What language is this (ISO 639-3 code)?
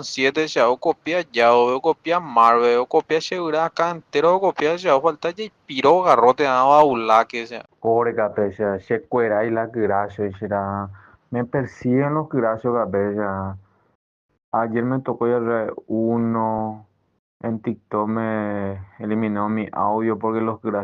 grn